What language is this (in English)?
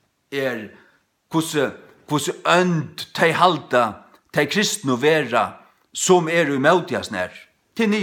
Faroese